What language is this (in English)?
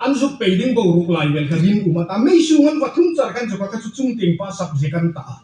Hmar